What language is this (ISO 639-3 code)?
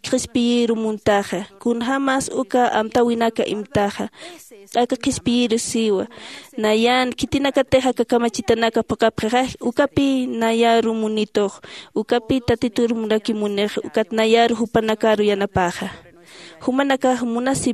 aym